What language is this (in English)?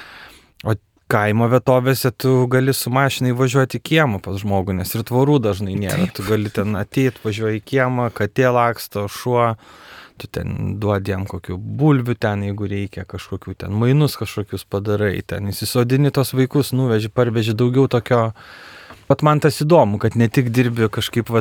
Lithuanian